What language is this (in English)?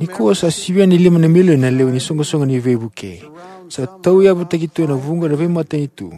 Fijian